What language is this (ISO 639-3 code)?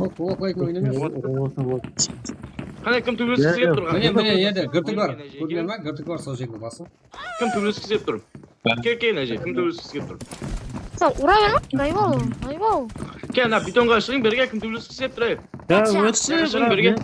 kaa